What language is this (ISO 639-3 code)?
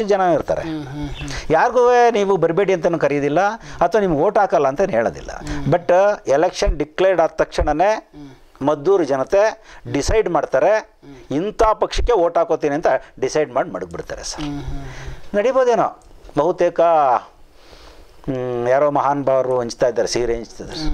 kan